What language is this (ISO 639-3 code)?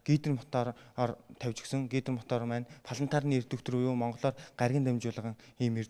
mon